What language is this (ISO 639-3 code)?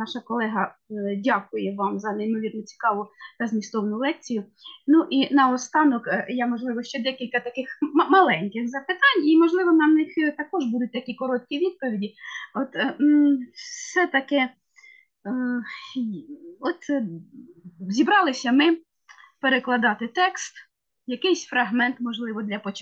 ukr